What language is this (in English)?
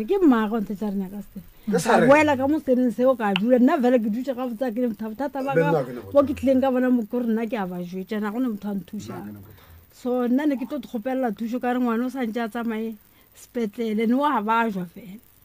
Northern Sotho